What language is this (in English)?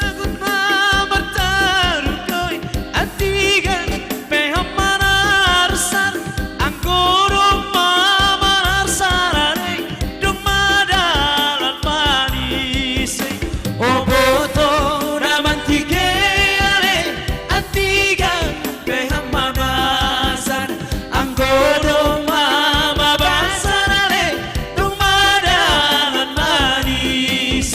Batak Simalungun